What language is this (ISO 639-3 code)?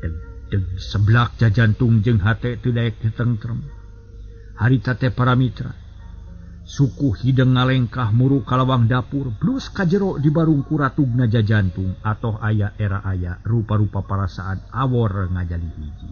sun